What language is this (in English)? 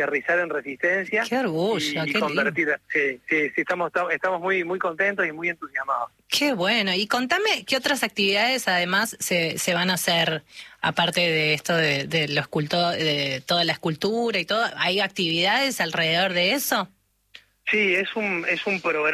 Spanish